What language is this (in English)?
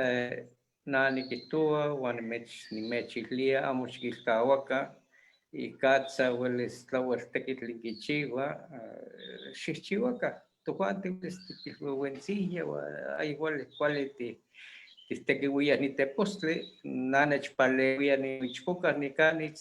Eastern Huasteca Nahuatl